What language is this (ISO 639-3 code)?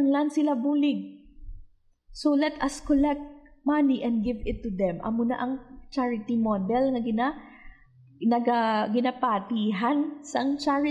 hil